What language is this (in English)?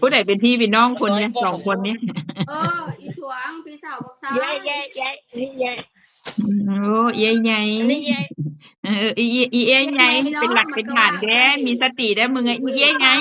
Northeastern Thai